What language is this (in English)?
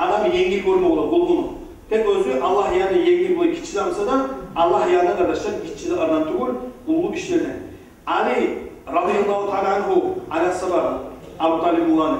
Kumyk